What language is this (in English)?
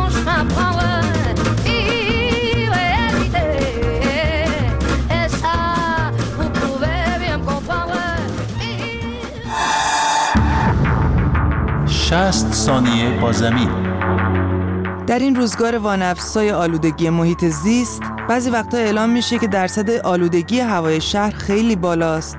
Persian